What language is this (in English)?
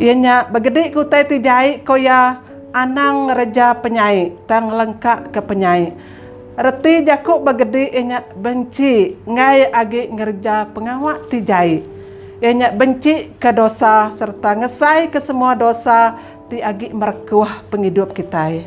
Iban